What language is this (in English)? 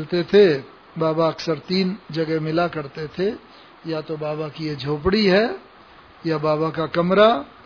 Hindi